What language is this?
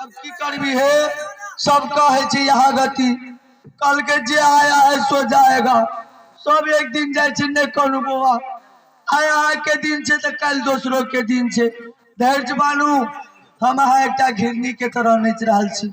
Maithili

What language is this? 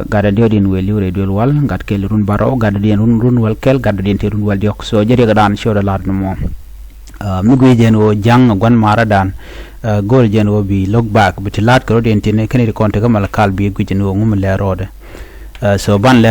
Nuer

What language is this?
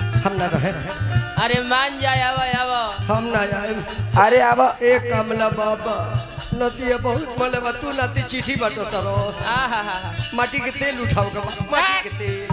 Bhojpuri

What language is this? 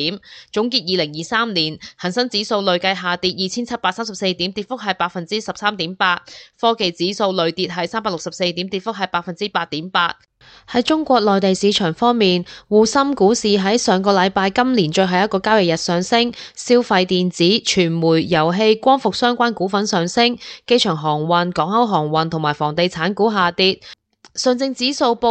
Cantonese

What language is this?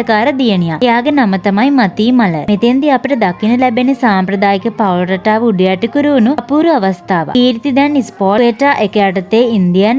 Sinhala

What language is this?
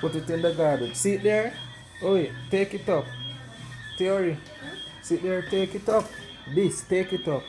Jamaican Creole English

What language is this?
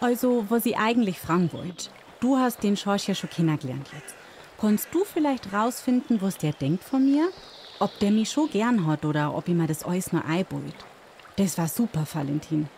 Bavarian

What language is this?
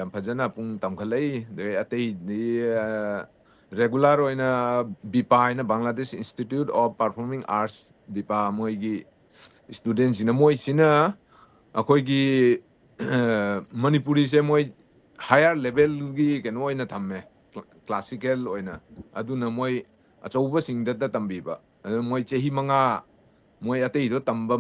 Manipuri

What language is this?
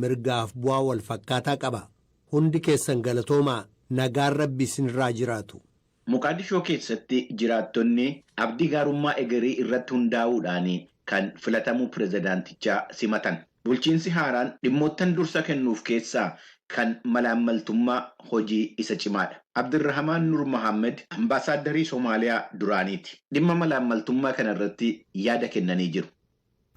Oromo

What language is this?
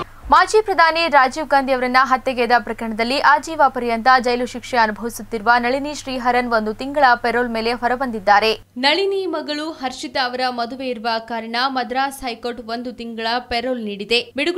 Kannada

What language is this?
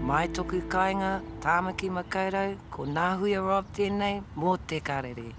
Māori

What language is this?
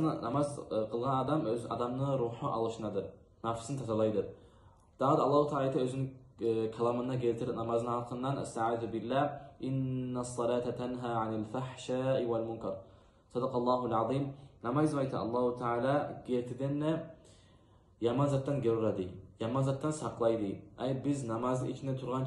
Kumyk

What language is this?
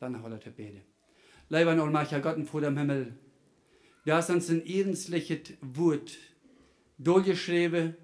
Plautdietsch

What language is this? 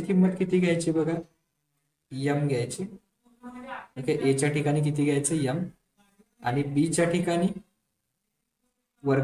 Marathi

